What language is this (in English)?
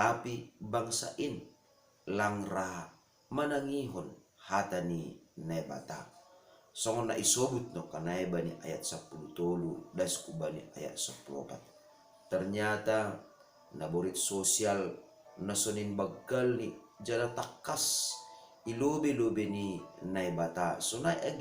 Batak Simalungun